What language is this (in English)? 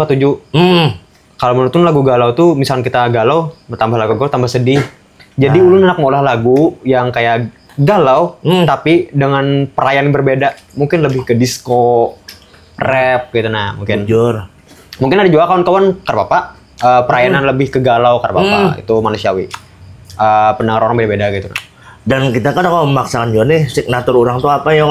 Banjar